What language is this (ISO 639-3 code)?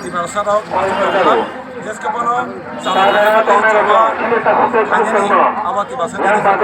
trp